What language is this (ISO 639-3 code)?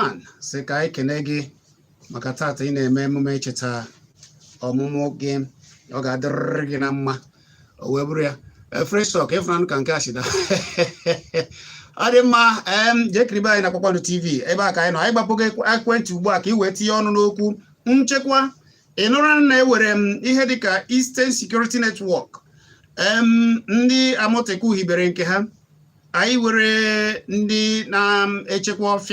ibo